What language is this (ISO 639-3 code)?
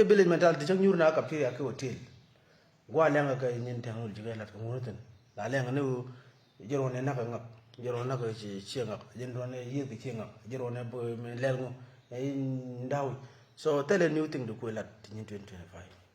nus